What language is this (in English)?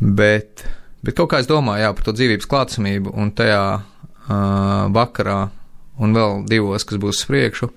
Latvian